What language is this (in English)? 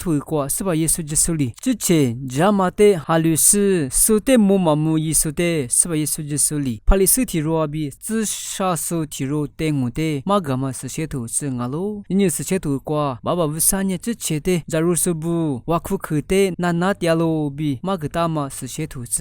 Lisu